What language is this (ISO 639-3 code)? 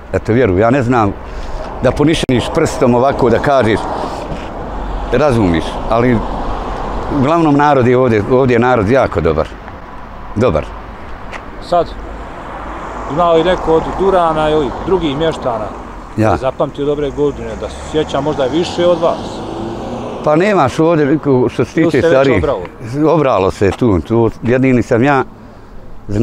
bos